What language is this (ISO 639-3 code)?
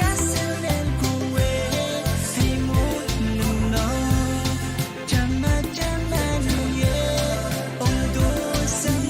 pon